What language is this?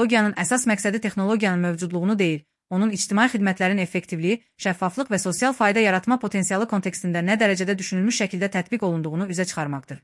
Azerbaijani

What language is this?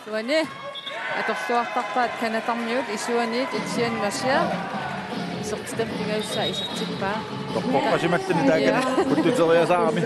Kalaallisut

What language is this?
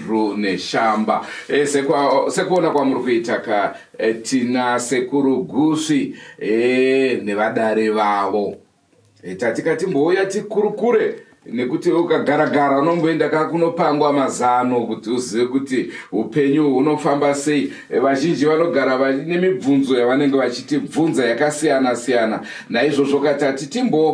Shona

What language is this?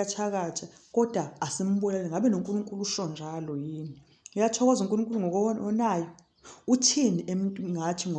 Zulu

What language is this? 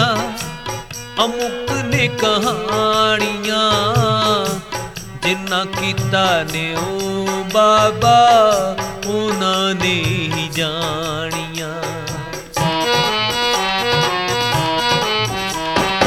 Punjabi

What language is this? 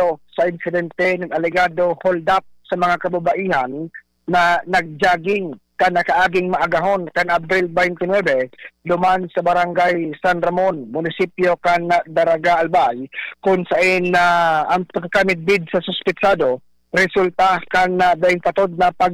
Bikol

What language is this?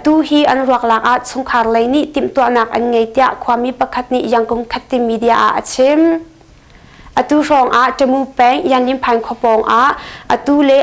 Hakha Chin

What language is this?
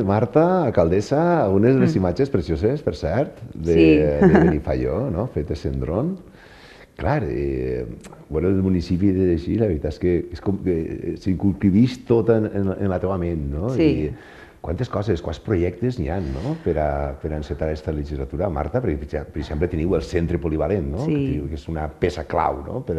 Catalan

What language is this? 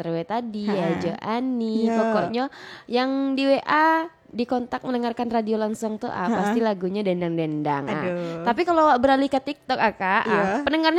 Minangkabau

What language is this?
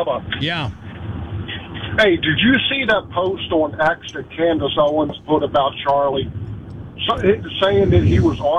English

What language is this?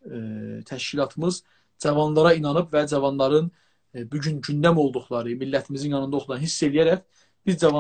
South Azerbaijani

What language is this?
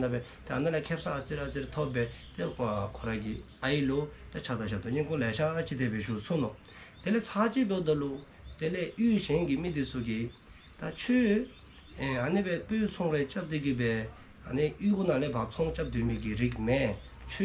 Dzongkha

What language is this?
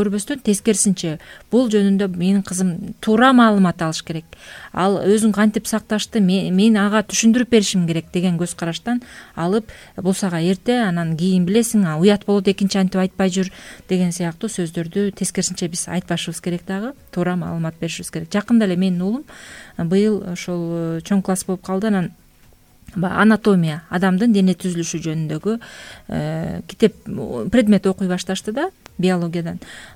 Kyrgyz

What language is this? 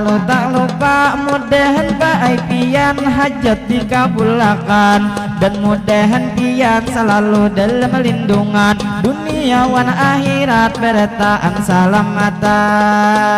Banjar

